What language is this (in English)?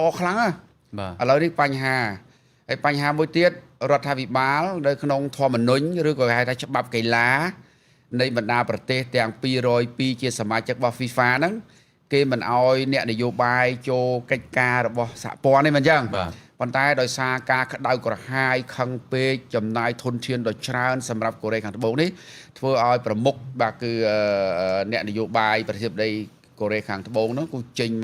Khmer